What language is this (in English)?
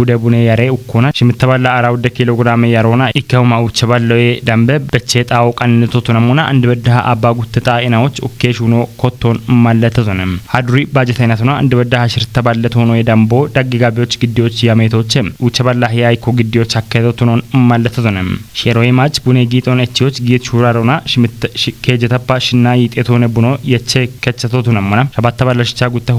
Kafa